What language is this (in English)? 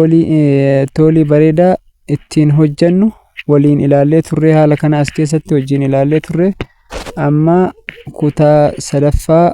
Oromo